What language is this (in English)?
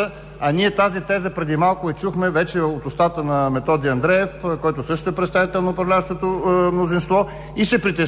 Bulgarian